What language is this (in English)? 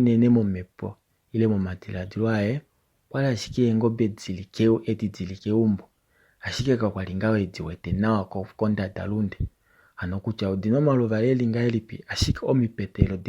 Kuanyama